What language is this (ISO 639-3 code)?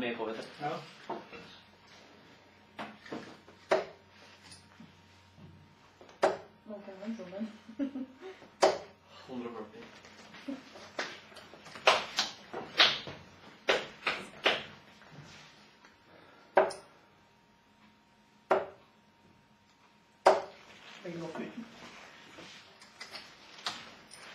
nor